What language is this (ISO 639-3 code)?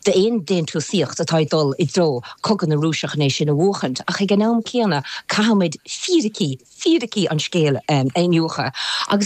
gle